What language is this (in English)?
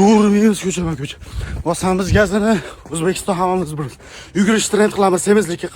Uzbek